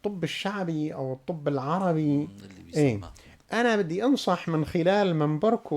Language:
North Levantine Arabic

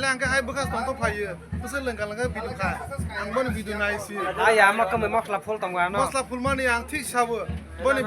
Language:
Kok Borok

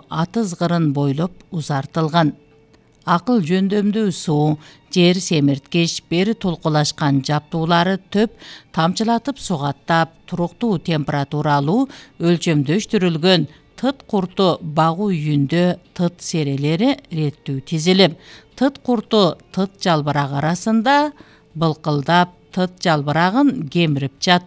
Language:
Kyrgyz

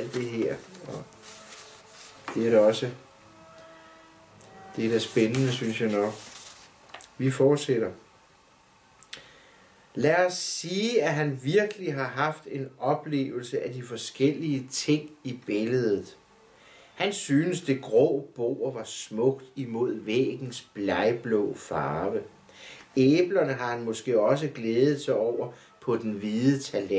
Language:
Danish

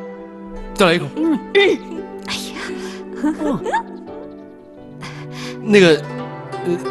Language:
Chinese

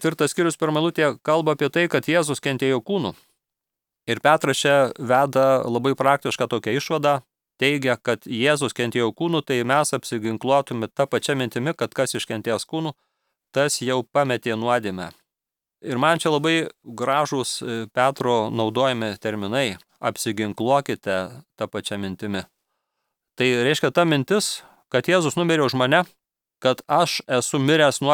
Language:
Lithuanian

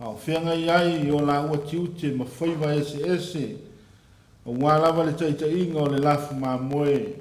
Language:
Samoan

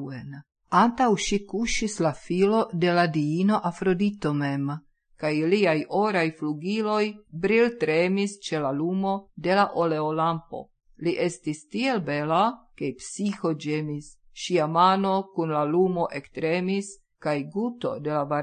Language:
Esperanto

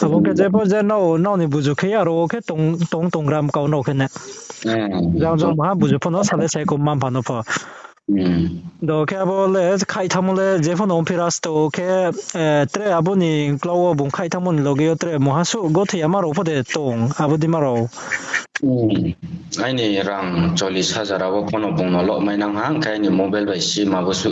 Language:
Riang (India)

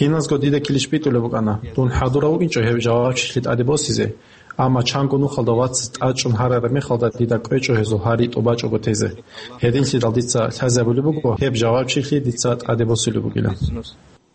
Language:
Avaric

